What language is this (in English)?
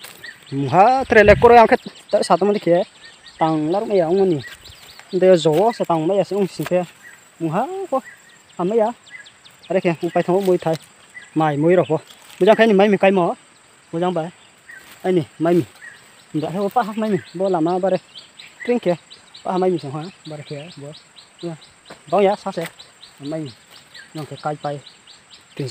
Riang (India)